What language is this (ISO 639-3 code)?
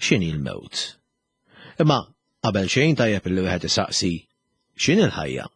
mlt